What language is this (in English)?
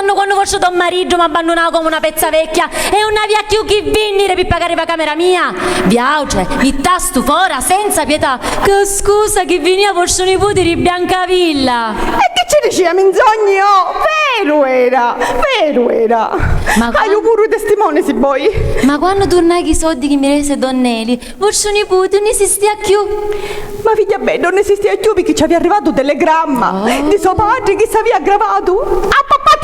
Sicilian